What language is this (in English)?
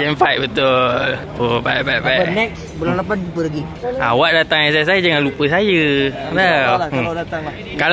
Malay